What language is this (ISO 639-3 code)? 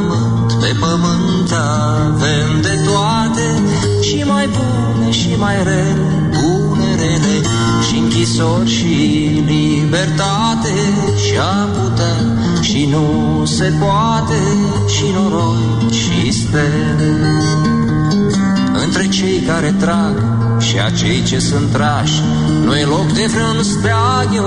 ron